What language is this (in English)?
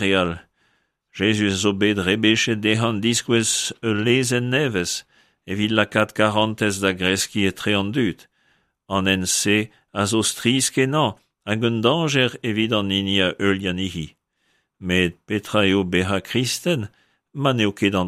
Breton